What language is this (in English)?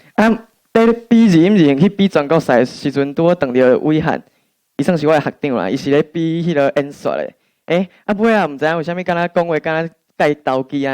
Min Nan Chinese